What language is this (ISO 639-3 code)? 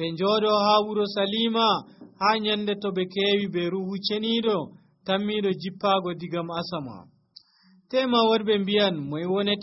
fuv